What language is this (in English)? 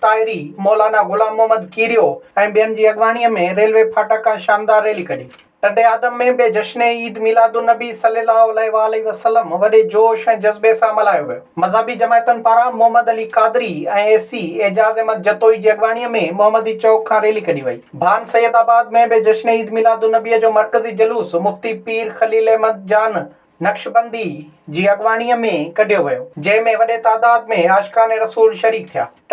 Sindhi